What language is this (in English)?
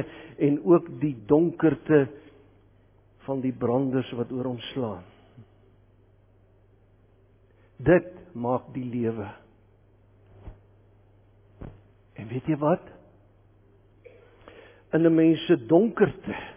Afrikaans